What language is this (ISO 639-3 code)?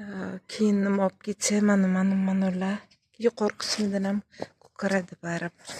uzb